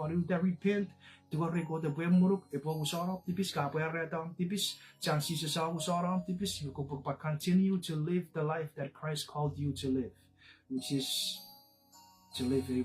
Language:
Chuukese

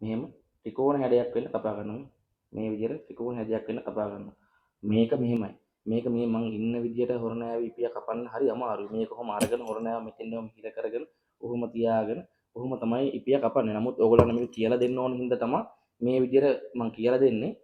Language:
Sinhala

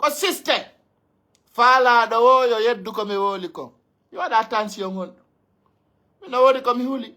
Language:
Pular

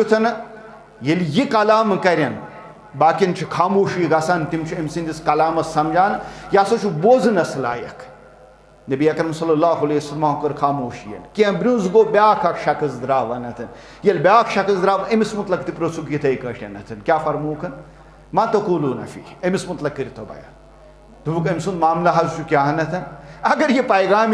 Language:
Kashmiri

